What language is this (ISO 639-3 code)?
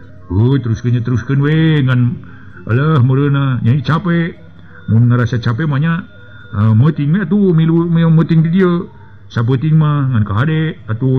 sun